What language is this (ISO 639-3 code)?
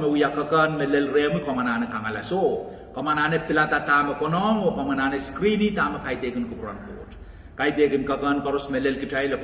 pon